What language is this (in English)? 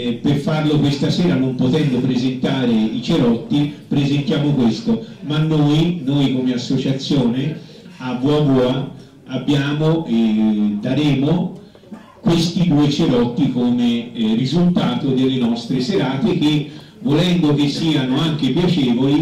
Italian